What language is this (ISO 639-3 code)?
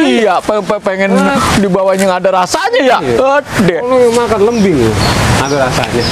bew